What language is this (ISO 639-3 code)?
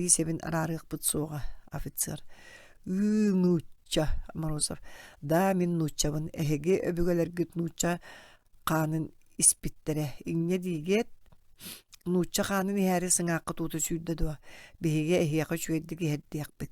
sah